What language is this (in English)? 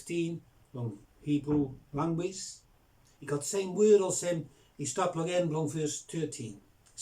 Bislama